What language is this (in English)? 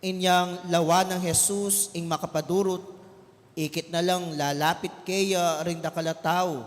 Pampanga